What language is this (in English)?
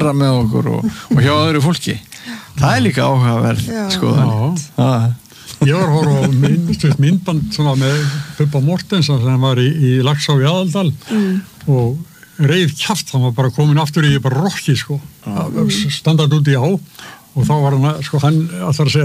Icelandic